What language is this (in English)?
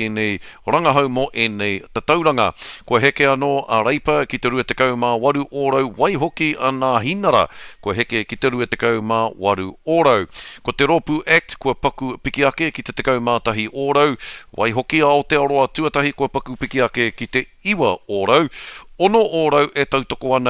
Māori